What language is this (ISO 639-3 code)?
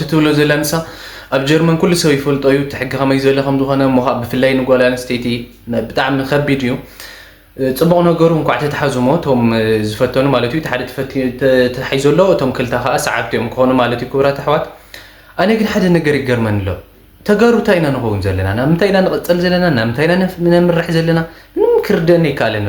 tir